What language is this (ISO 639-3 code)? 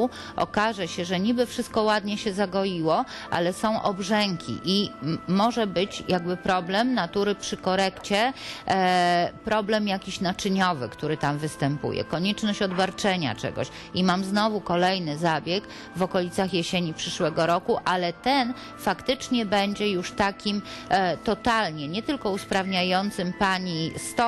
pol